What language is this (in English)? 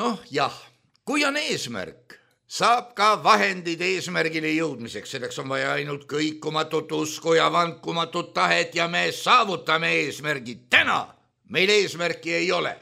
Estonian